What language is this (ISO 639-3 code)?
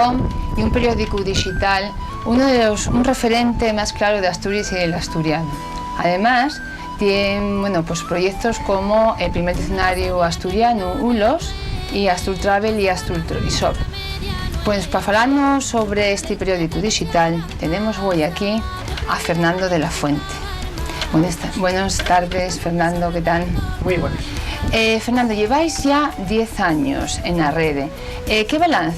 ast